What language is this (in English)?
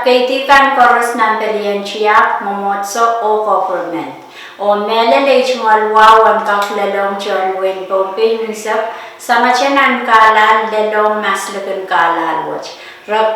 Pohnpeian